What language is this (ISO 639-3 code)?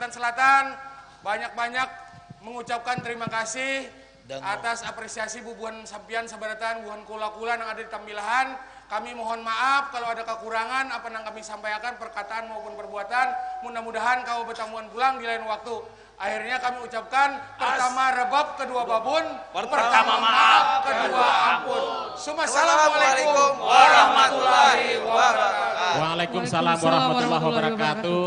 bjn